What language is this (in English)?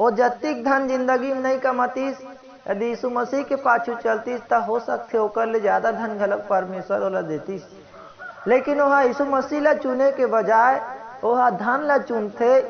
Chhattisgarhi